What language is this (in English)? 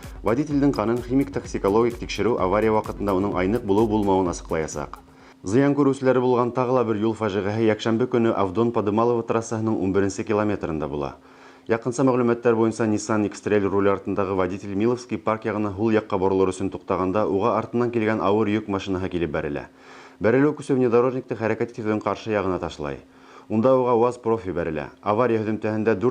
Bashkir